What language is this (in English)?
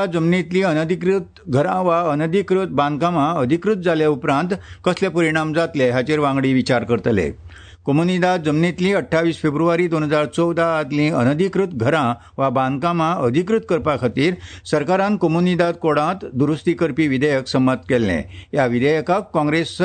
Konkani